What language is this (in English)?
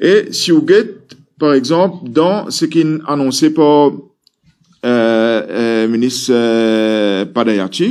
Morisyen